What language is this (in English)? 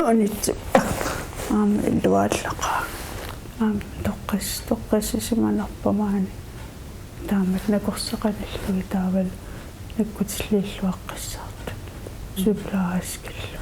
Kalaallisut